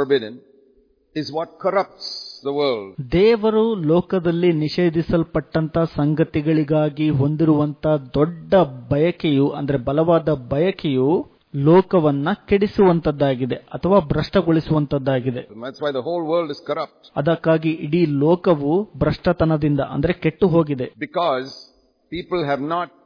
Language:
Kannada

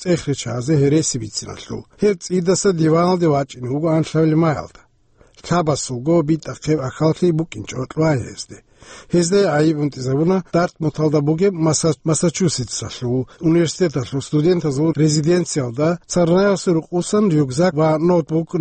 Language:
Avaric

